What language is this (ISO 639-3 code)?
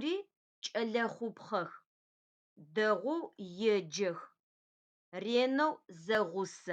ady